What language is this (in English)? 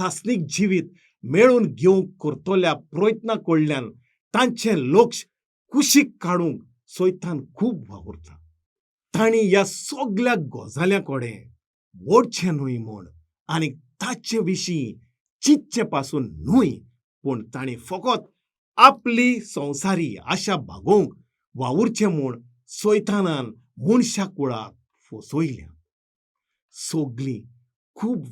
Konkani